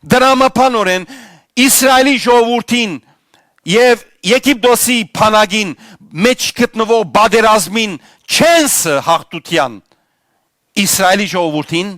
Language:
Western Armenian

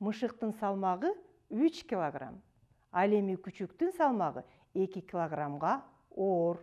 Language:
Kyrgyz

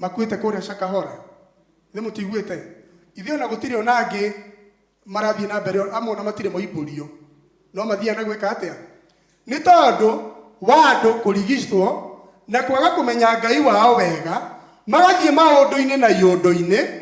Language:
Kikuyu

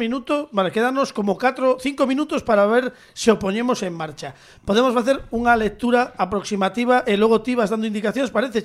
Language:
Galician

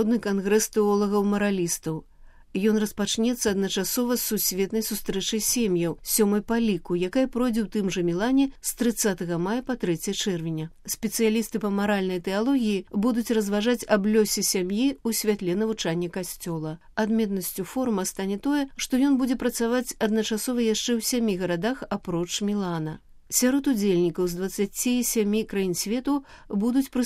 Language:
Belarusian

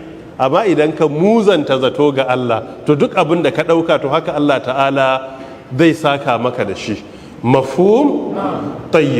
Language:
Hausa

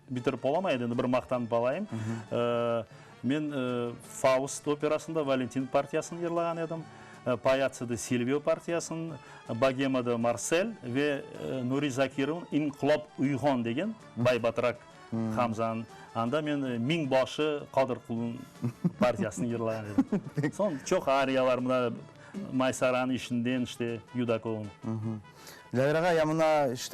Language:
Crimean Tatar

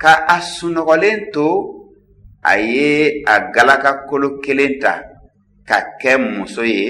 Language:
Bambara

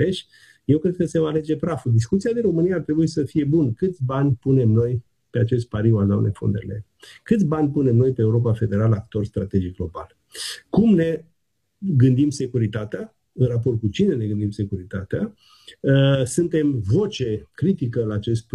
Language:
Romanian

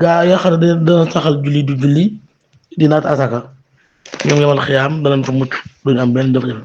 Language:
Wolof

